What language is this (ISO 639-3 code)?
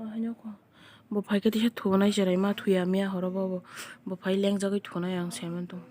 trp